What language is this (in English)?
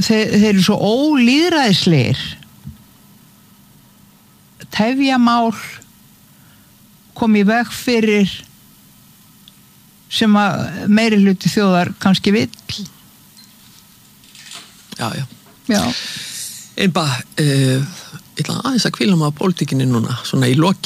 Icelandic